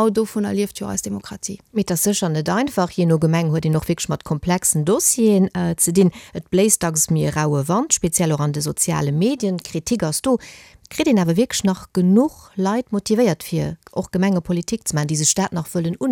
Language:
Luxembourgish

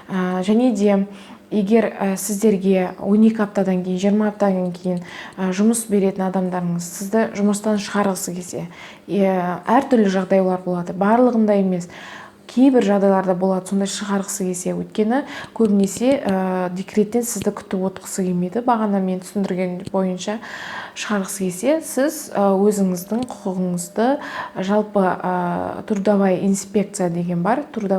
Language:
Kazakh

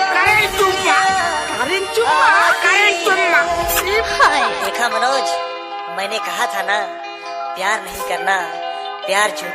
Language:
Chhattisgarhi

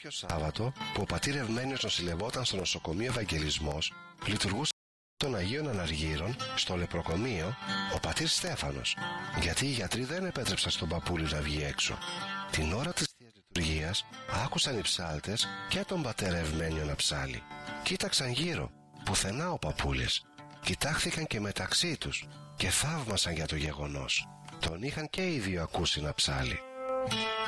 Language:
Greek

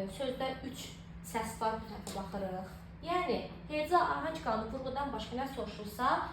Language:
Azerbaijani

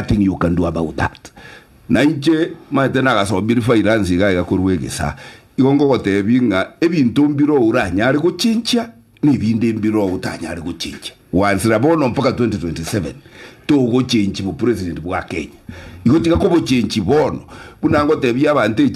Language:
Gusii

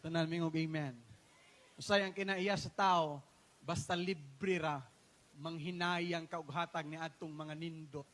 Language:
Cebuano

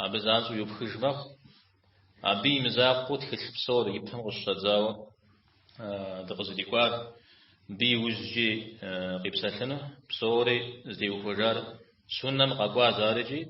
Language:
Kabardian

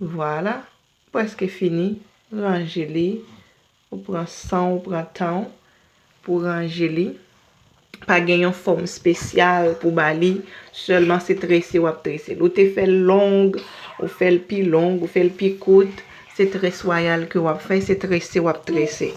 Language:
Haitian Creole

